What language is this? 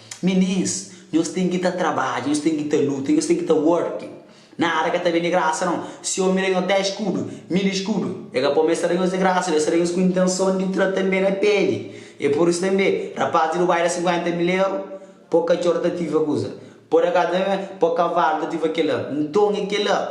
Kabuverdianu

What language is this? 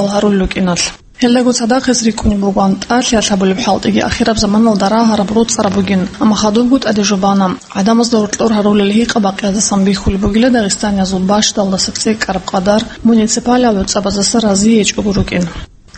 Avaric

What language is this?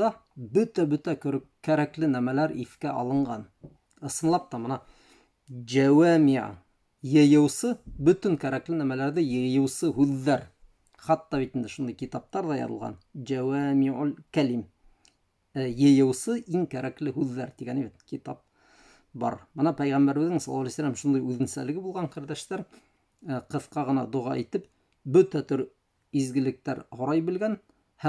Bashkir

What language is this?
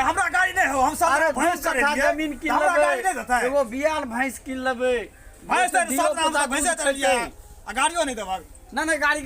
Maithili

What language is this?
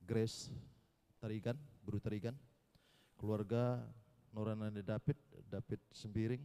Batak Karo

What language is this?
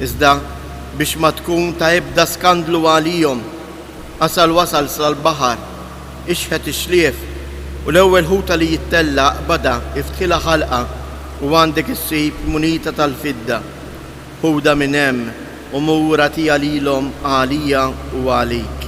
Maltese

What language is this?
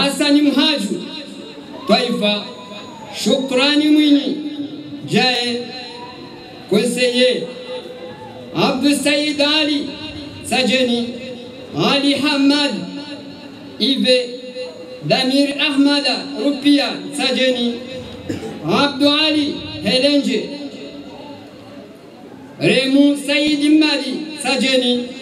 Swahili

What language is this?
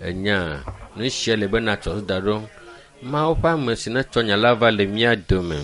Ewe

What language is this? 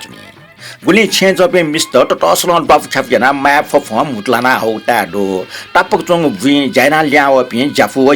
Newari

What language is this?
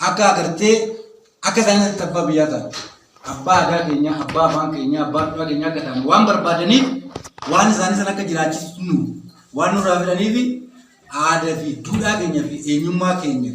Oromo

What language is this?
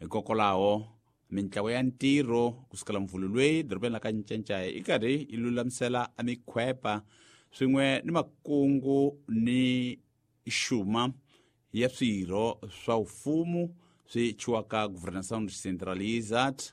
Tsonga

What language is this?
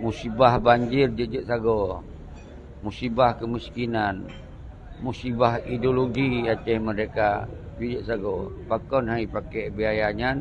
Achinese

